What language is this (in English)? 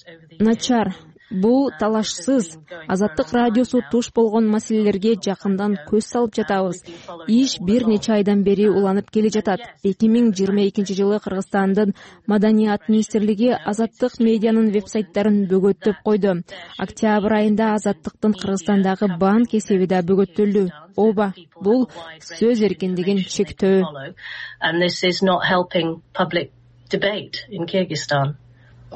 Kyrgyz